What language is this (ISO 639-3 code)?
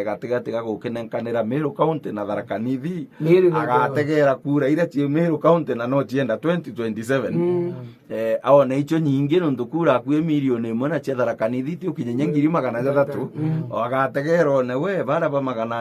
mer